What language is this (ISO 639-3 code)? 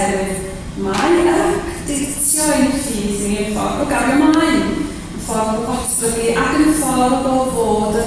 cym